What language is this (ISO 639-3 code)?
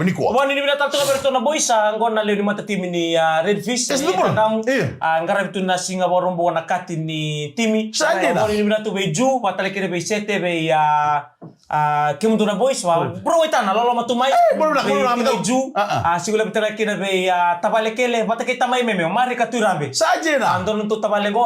fij